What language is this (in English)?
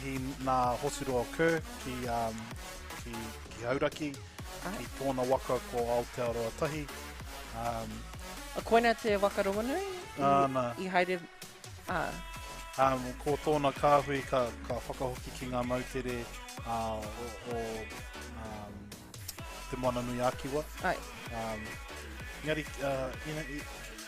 Māori